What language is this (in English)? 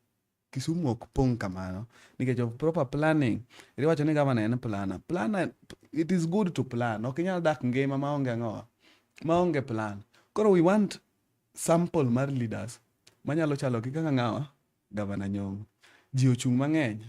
Luo (Kenya and Tanzania)